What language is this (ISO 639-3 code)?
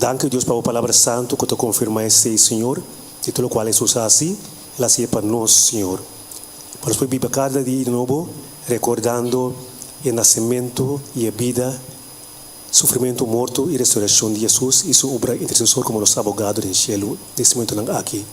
pap